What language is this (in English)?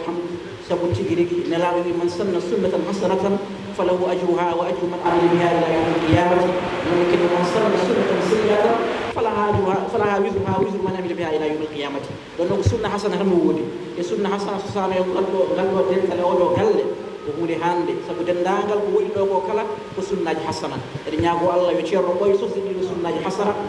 Fula